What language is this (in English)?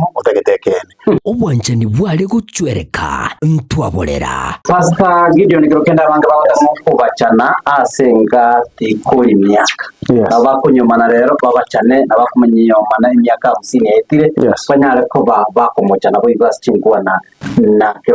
Gusii